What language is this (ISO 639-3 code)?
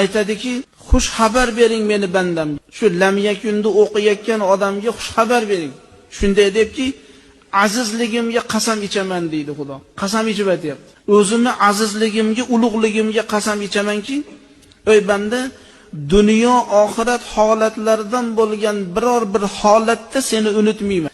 uzb